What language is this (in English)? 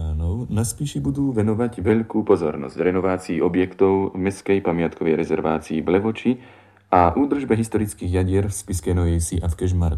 Slovak